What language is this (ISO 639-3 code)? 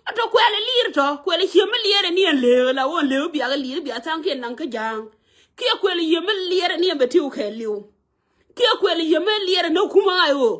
nus